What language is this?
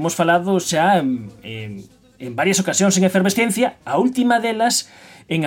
Galician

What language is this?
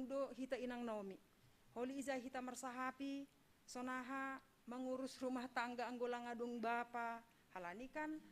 Batak Simalungun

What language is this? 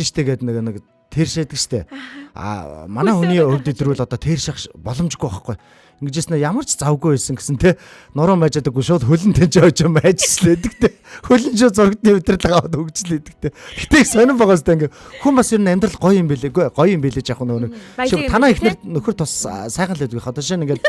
Mongolian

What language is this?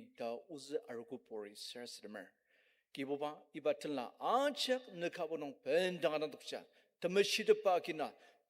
Ao Naga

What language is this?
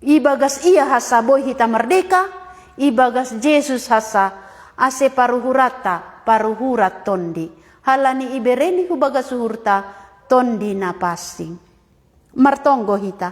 Batak Simalungun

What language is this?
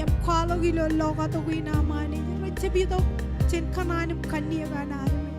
Marshallese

